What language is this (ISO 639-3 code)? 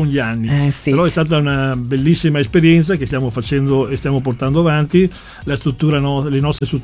ita